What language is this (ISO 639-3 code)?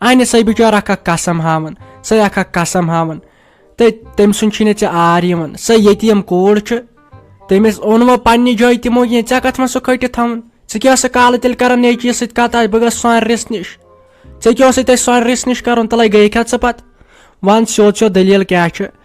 kas